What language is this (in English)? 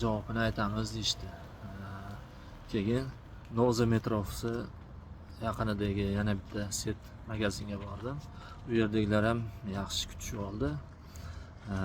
Uzbek